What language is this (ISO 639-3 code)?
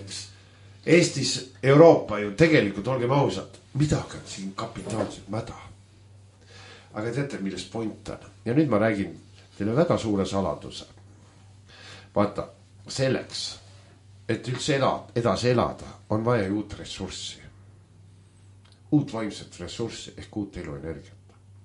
est